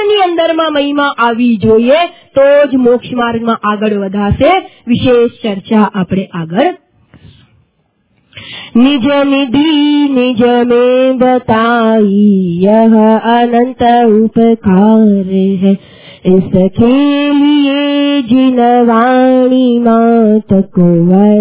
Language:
Gujarati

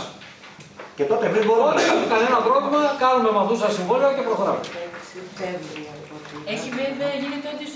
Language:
Greek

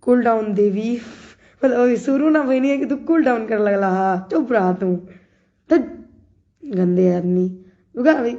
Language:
Bhojpuri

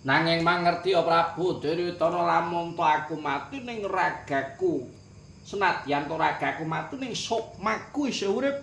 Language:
Javanese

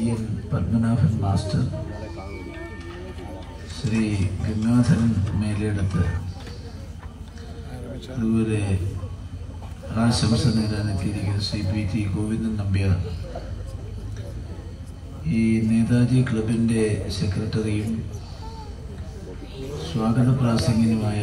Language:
Malayalam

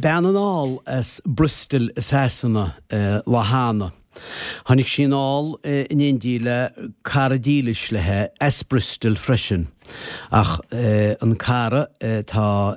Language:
Irish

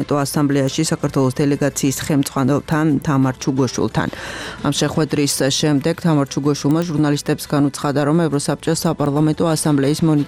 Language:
Georgian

